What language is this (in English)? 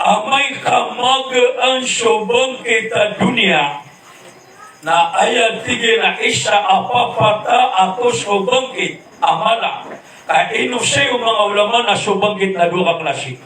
Maranao